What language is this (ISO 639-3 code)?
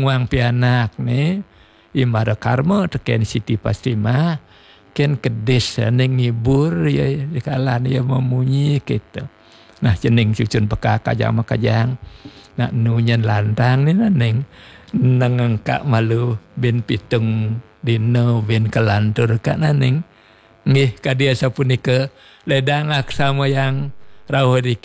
ban